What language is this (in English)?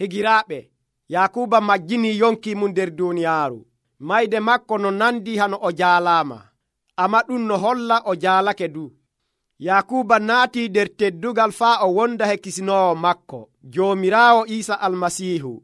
Nigerian Fulfulde